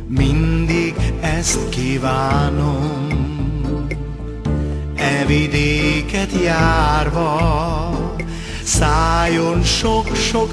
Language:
Hungarian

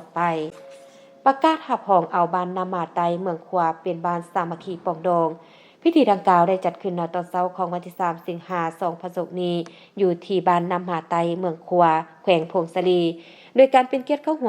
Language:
Lao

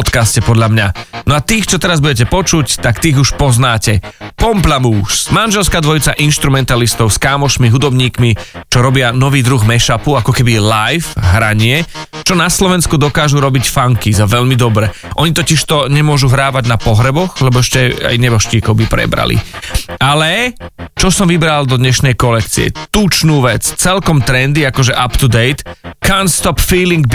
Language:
Slovak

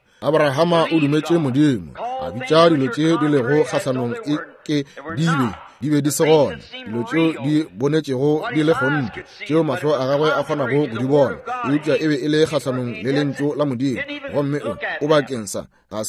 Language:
Northern Sotho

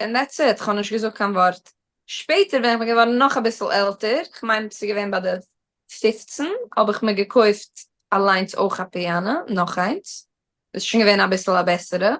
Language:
Yiddish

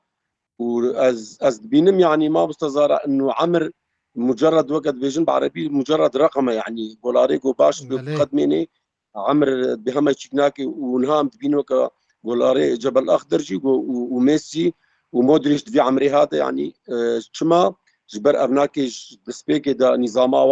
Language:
Kurdish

